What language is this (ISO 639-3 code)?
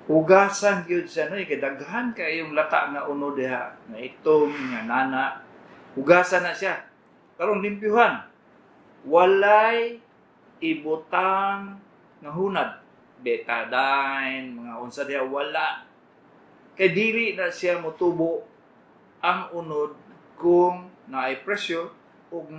ceb